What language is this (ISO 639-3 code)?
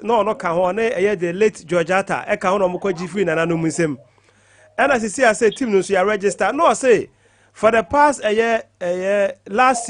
aka